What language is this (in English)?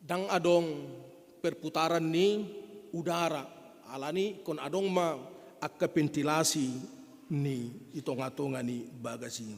Batak Toba